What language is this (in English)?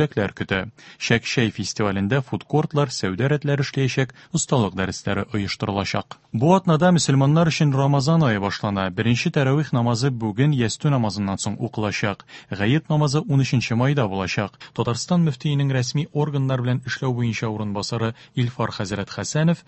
Tatar